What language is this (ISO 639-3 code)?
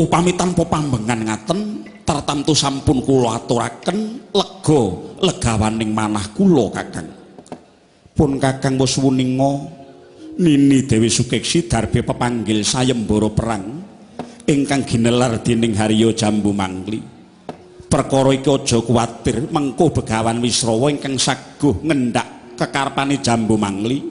jav